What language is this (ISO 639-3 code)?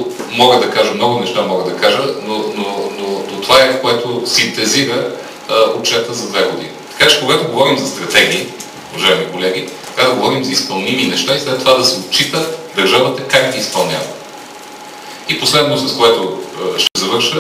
bul